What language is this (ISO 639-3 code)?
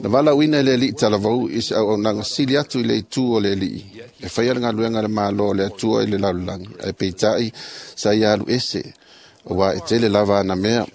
smo